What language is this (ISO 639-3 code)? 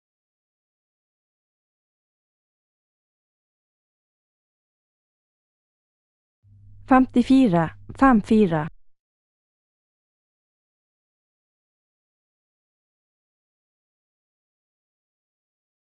nor